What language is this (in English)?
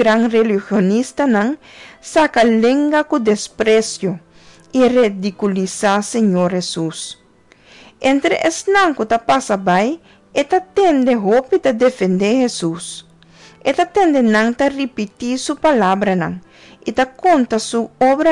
Papiamento